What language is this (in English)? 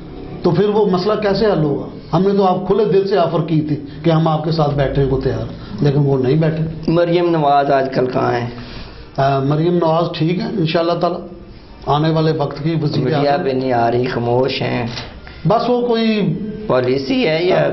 Urdu